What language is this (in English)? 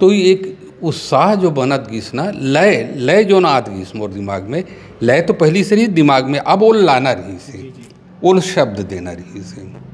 Chhattisgarhi